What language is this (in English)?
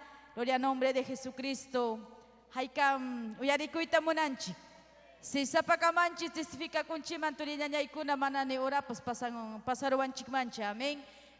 Ayacucho Quechua